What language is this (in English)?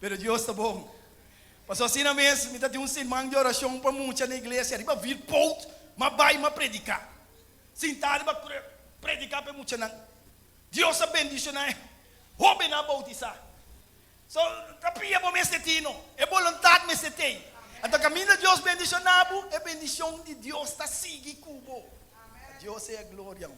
Papiamento